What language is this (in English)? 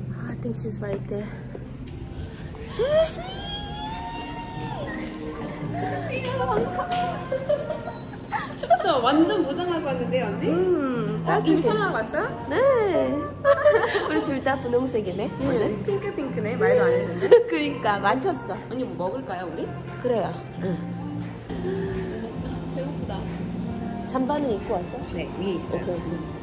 Korean